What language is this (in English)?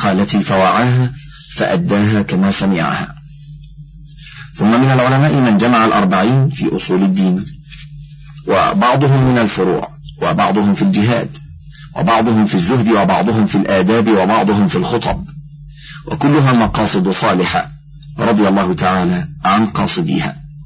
Arabic